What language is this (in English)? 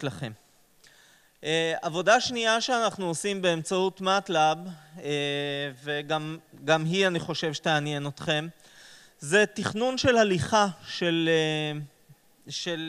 Hebrew